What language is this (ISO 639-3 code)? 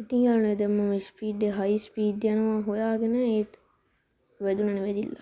sin